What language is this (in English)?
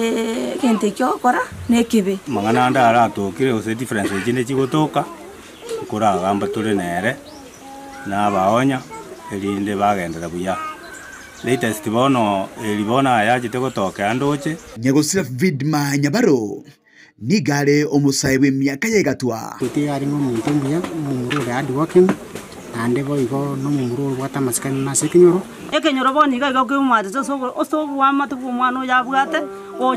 Gusii